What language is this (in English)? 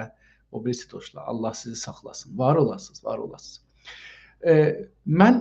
South Azerbaijani